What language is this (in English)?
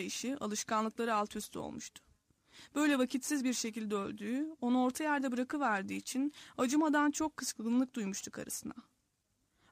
Turkish